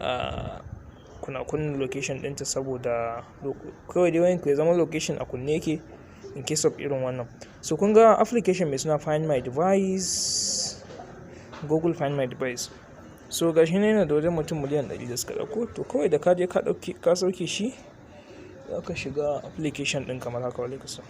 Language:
Hausa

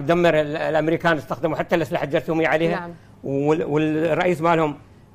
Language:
Mesopotamian Arabic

